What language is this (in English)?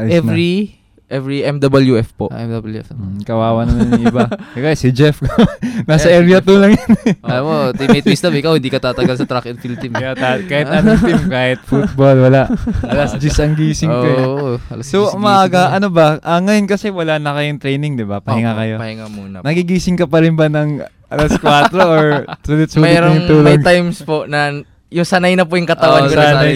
Filipino